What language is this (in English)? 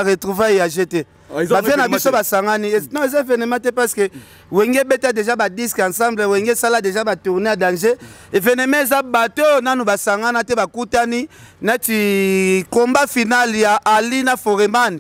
Lingala